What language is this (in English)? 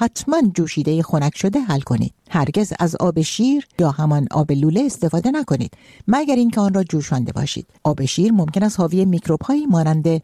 Persian